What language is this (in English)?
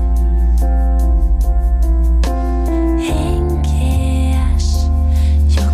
Finnish